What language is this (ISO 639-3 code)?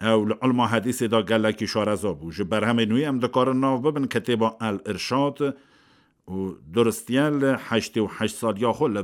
kur